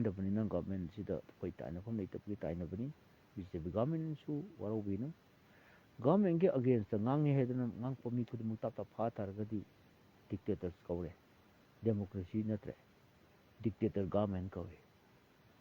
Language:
Manipuri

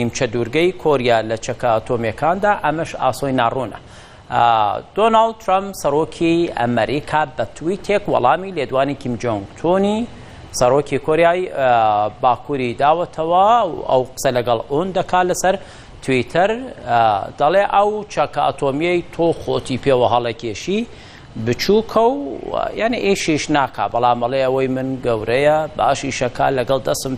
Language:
Central Kurdish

